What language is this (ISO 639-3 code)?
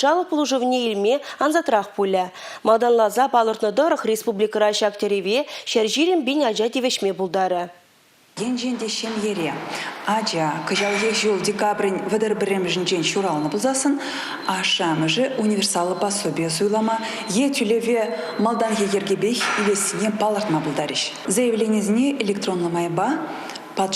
chv